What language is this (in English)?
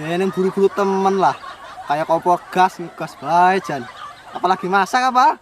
Musi